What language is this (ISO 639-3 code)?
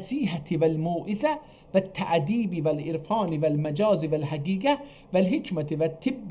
azb